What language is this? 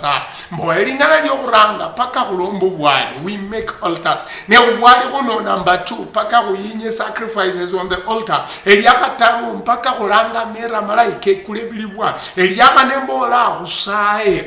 Luyia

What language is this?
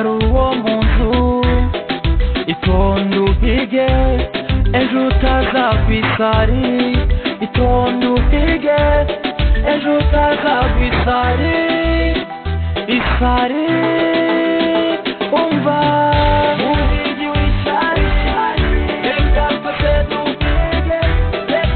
Kinyarwanda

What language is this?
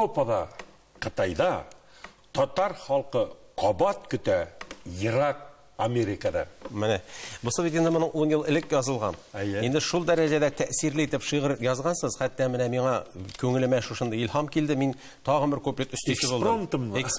Tatar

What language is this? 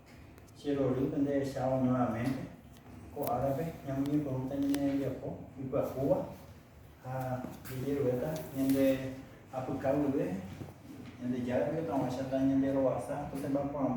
Guarani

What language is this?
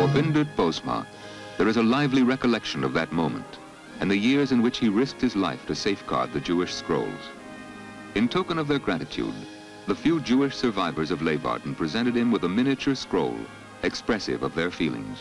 Western Frisian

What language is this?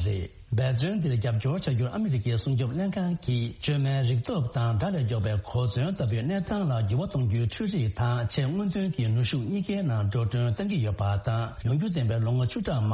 Tibetan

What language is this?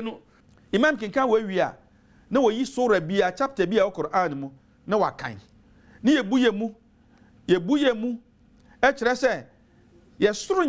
Akan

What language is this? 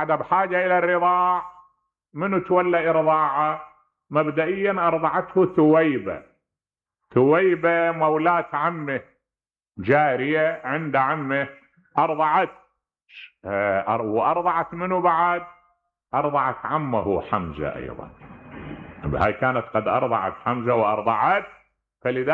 Mesopotamian Arabic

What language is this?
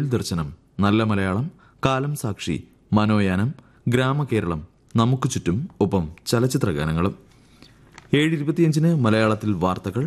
Malayalam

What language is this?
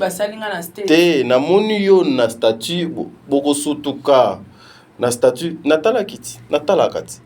Lingala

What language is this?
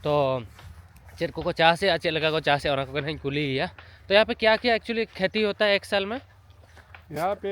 Santali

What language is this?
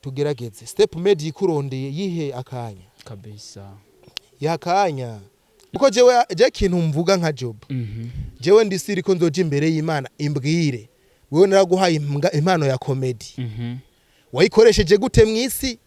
Rundi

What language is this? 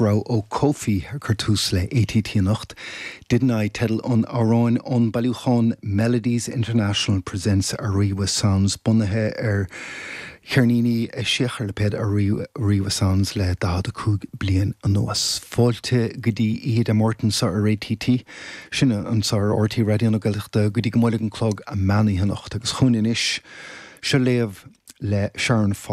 Irish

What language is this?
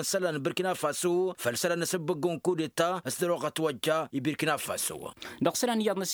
Tamasheq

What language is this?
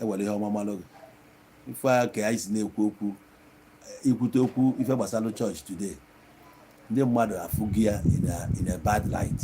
Igbo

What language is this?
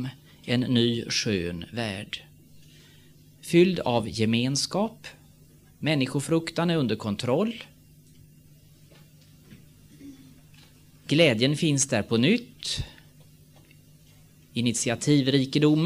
Swedish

